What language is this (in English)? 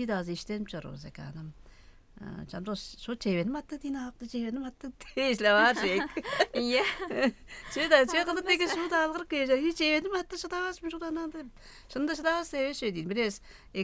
Tuvinian